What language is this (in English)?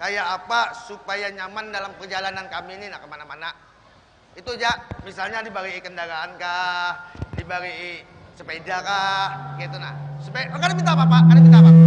Banjar